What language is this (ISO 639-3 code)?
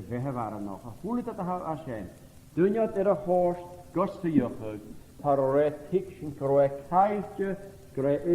gla